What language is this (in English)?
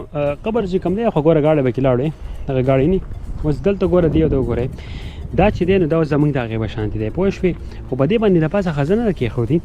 Pashto